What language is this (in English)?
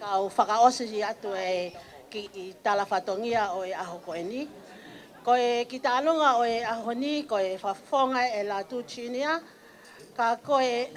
Tongan